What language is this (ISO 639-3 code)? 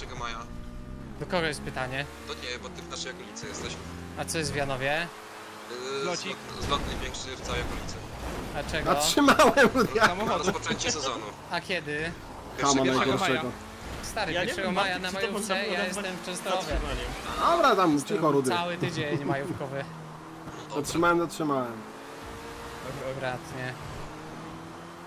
pol